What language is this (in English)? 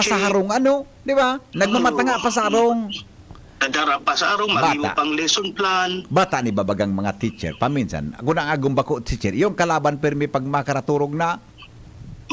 Bikol